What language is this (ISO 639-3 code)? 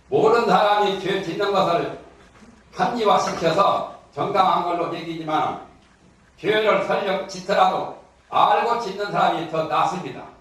kor